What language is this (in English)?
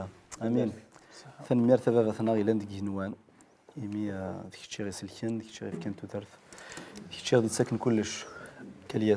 Kabyle